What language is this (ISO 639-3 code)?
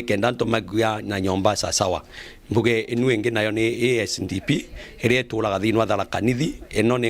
mer